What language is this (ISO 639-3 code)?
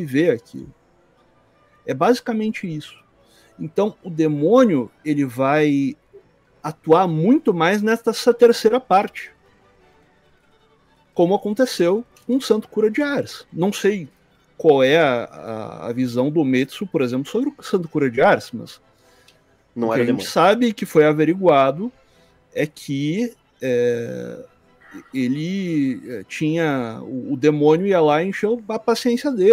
por